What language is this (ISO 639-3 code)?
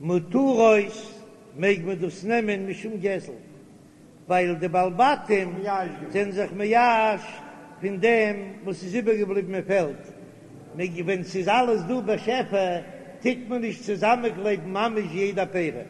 yid